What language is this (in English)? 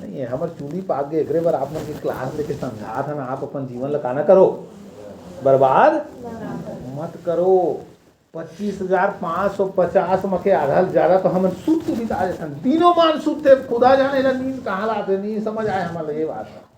Chhattisgarhi